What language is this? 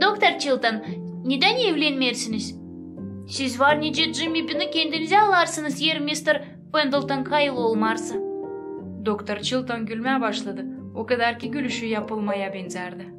Gagauz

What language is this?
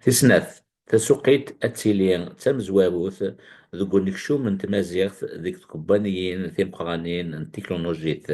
Kabyle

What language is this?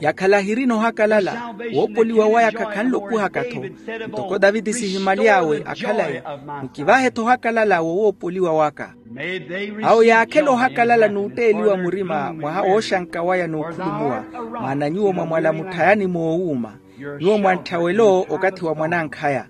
Makhuwa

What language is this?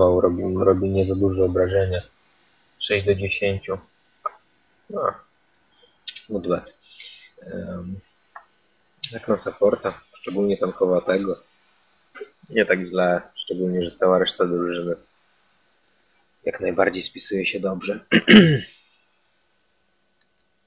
Polish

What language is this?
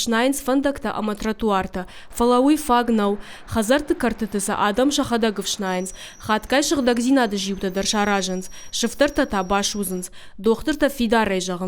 Ossetic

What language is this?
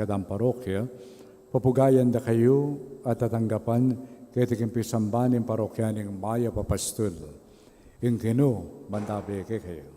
Pampanga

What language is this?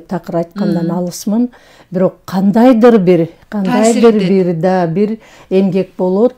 Kyrgyz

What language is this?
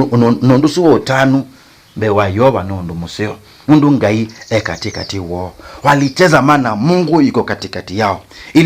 Kamba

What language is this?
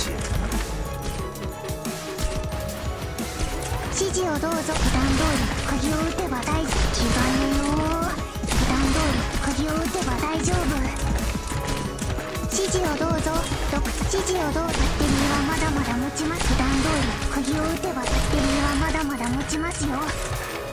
Japanese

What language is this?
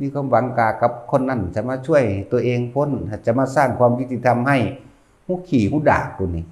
Northeastern Thai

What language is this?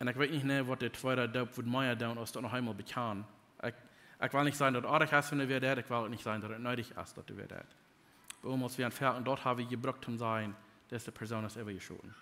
Plautdietsch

